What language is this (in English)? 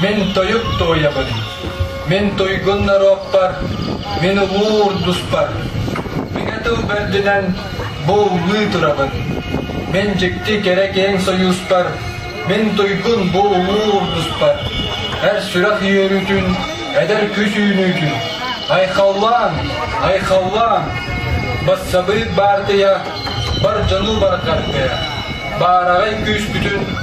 Yakut